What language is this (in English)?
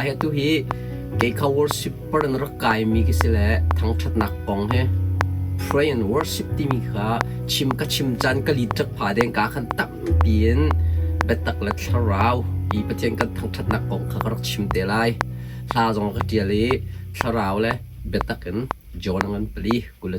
Hakha Chin